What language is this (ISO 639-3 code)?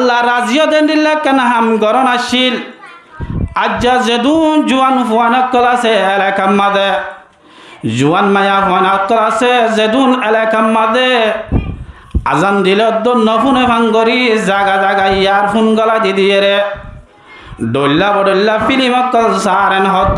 rhg